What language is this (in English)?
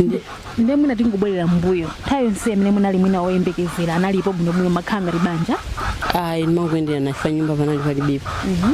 Nyanja